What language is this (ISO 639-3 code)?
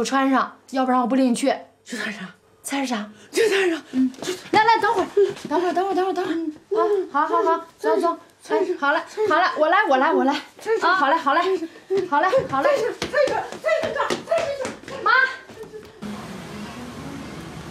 zho